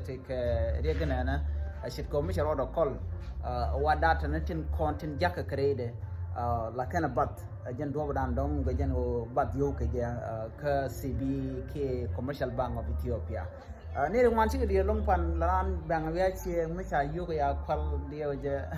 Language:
Nuer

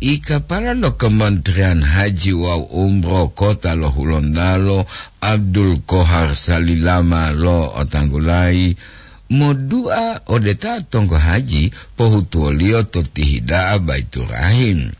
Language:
Gorontalo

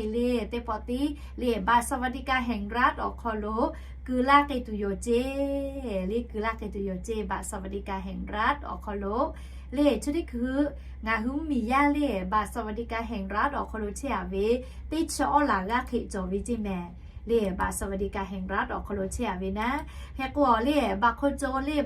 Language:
Lahu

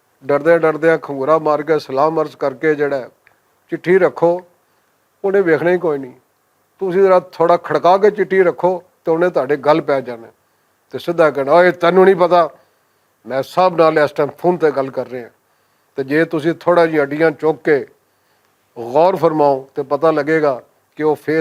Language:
Western Panjabi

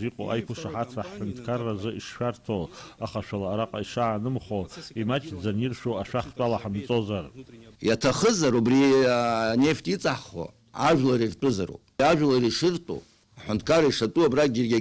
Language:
Abkhazian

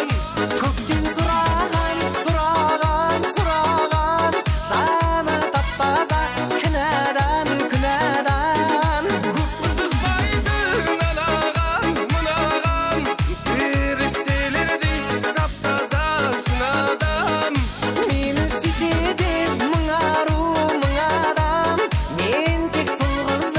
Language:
Kara-Kalpak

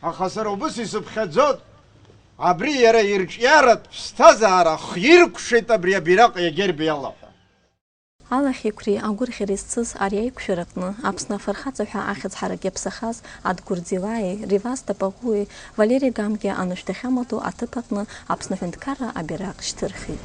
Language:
Abkhazian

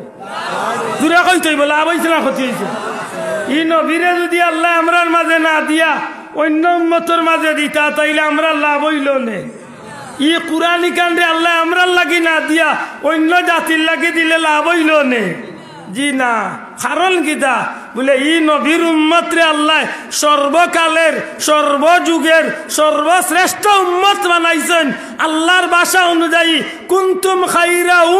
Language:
Sylheti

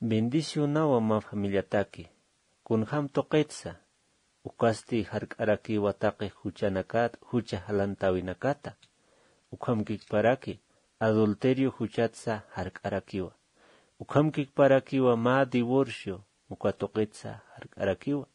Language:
Aymara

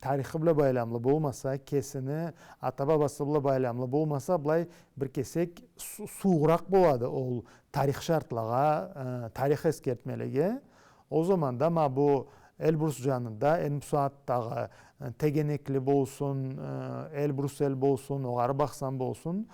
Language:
Karachay-Balkar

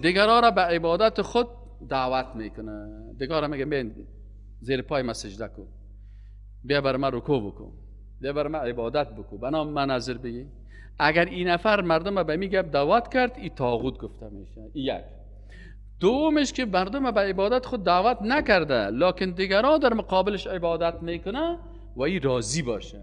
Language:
Persian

